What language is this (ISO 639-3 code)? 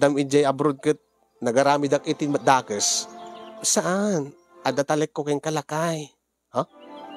ilo